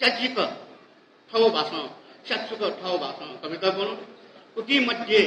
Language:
Newari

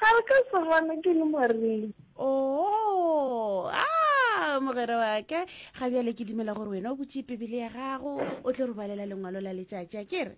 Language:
Northern Sotho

